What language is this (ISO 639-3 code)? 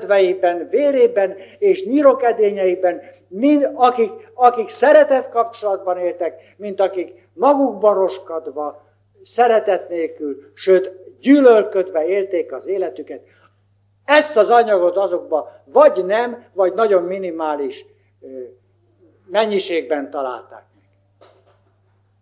hun